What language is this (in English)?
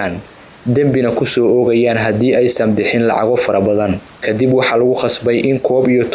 Somali